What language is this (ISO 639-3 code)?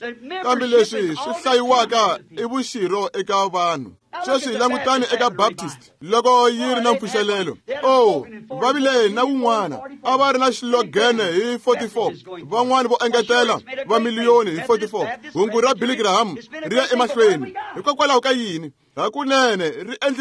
tso